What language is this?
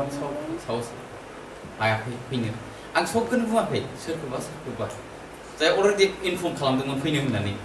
Bodo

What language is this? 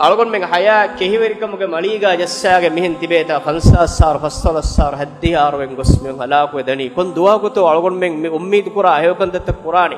Divehi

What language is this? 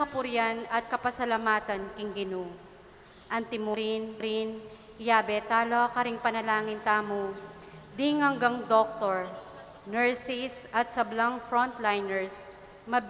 Pampanga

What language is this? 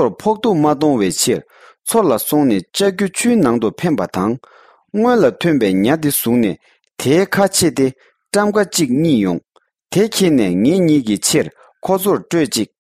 Tibetan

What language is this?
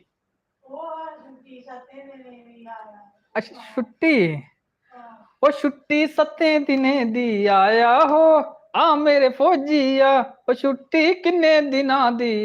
Dogri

